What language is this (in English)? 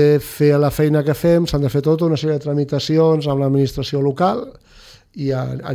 Catalan